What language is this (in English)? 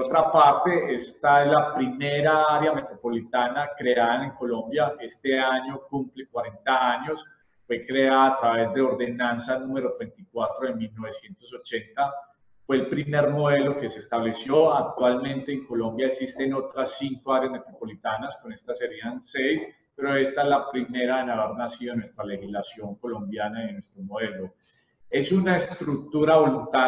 Spanish